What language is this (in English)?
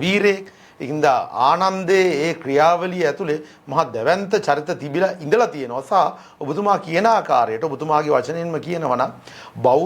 Sinhala